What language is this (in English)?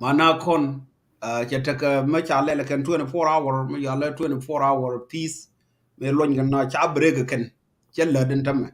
Nuer